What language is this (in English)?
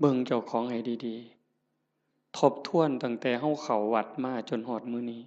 Northeastern Thai